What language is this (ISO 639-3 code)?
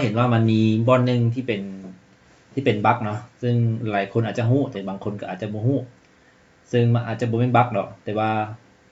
lao